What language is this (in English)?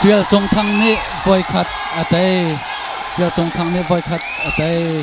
Hakha Chin